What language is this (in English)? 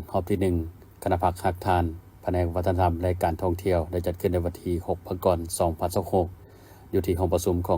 Lao